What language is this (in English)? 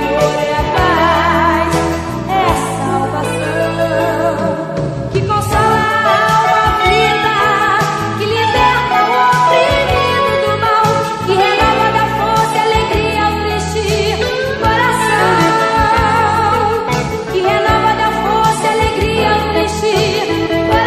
Portuguese